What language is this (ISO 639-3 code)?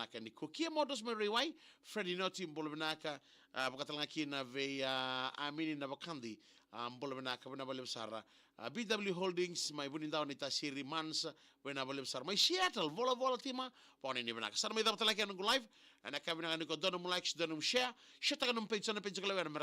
fij